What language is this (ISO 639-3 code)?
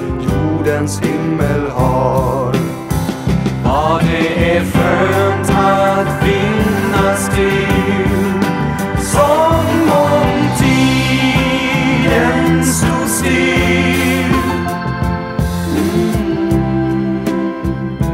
swe